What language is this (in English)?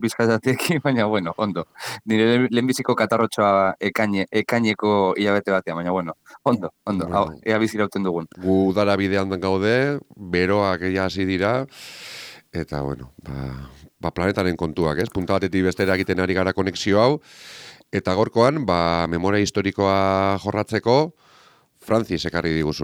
Basque